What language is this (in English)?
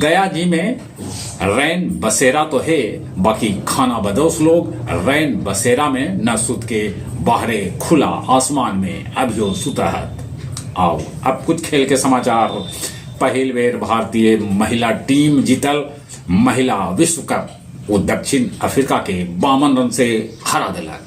Magahi